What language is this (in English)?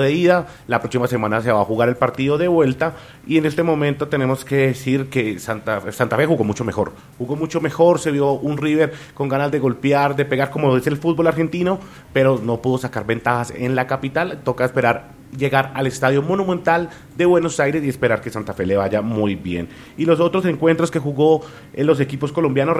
Spanish